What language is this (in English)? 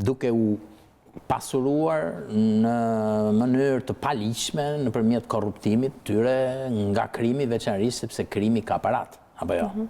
Albanian